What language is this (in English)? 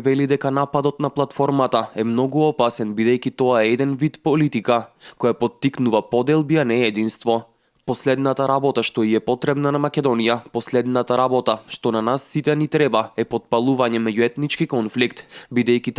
Macedonian